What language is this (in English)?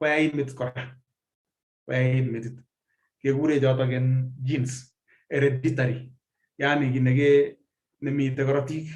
Kalenjin